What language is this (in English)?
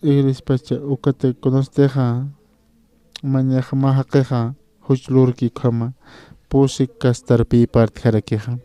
Aymara